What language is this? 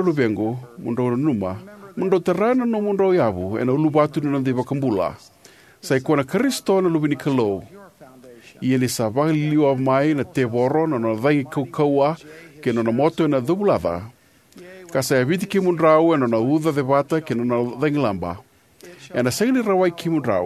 Fijian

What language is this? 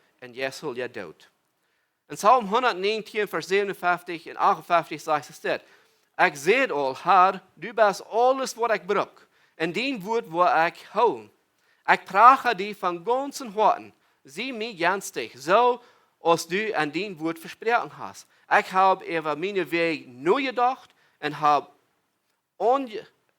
Plautdietsch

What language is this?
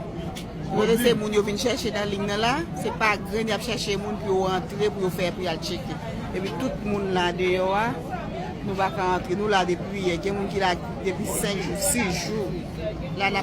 Haitian Creole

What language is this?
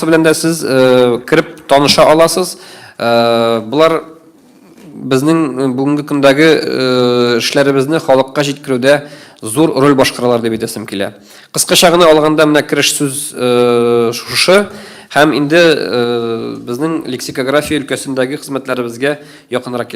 Tatar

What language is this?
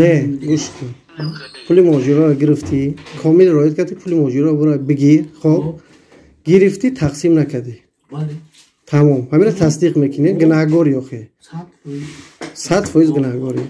Tajik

